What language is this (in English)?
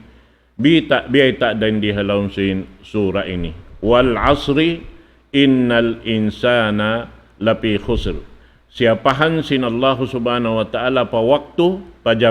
Tausug